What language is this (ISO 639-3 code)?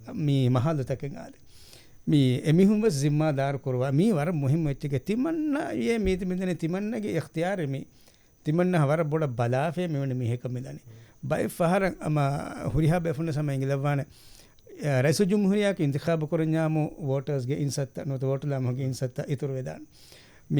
div